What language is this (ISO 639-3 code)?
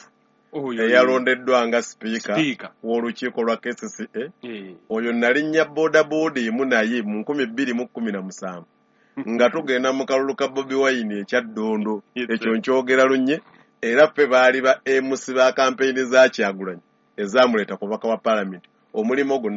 lug